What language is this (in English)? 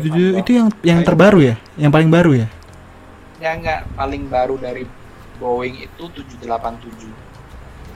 Indonesian